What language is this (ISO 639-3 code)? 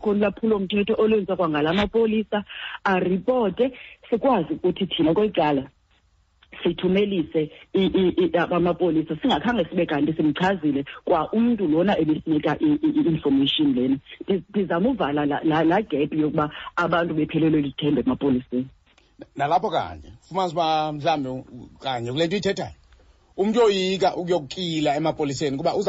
xho